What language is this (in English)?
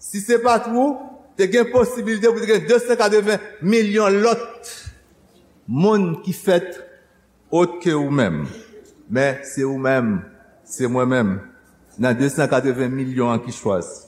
Haitian Creole